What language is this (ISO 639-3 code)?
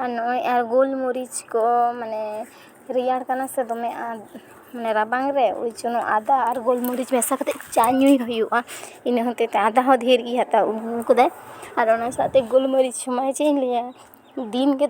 sat